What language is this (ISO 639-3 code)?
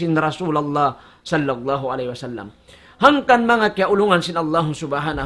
tsg